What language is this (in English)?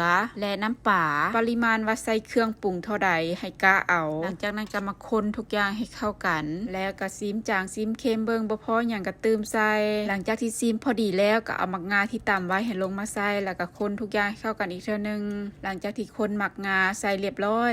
Lao